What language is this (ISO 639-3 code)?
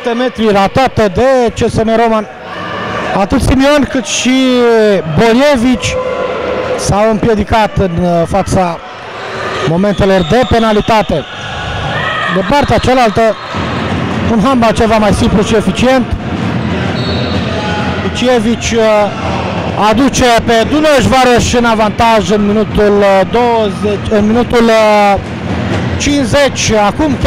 ron